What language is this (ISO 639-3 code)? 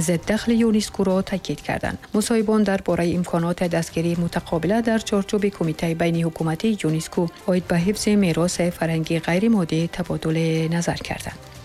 tgk